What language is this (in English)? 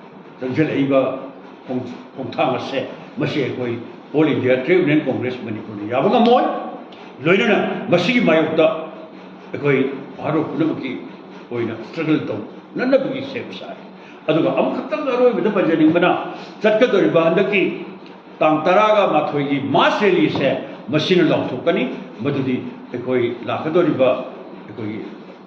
Manipuri